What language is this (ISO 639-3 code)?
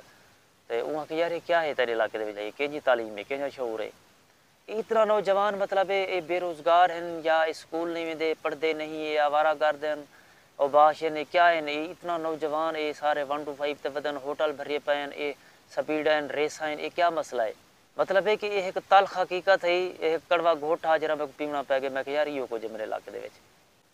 skr